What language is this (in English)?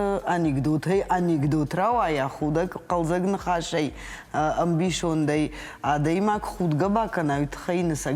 Ossetic